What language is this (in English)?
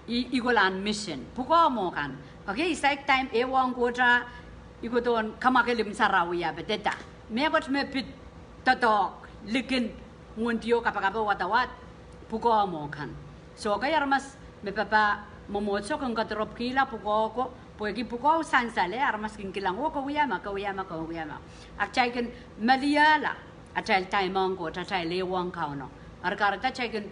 Pohnpeian